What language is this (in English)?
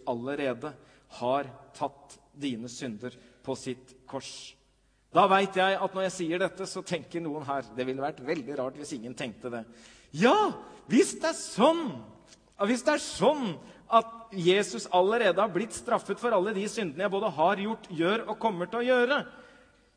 Norwegian